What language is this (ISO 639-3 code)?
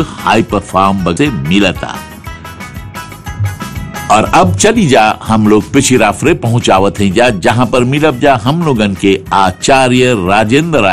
bho